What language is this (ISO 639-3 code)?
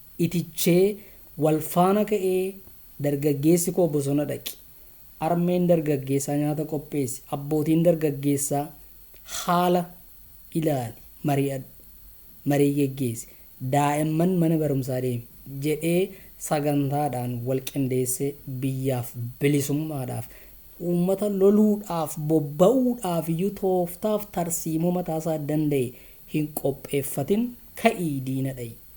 orm